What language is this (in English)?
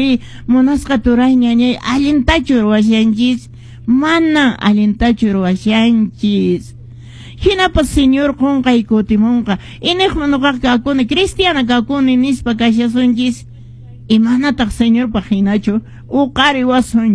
Quechua